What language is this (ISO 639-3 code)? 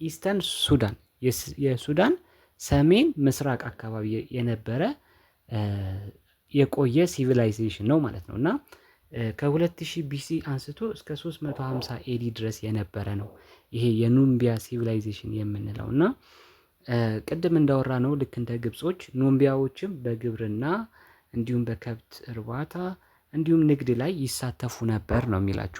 amh